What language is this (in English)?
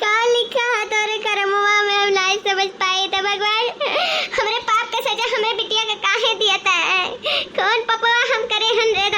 Awadhi